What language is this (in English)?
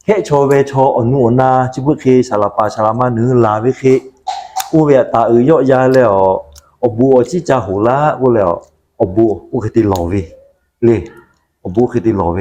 Lahu